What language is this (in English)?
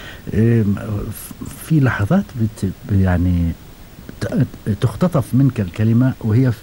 Gulf Arabic